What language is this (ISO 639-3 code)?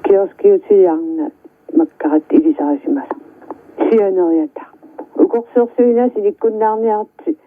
kal